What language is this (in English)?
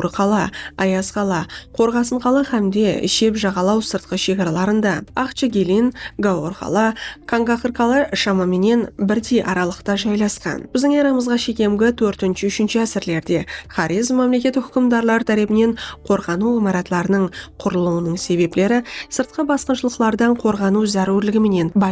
Kara-Kalpak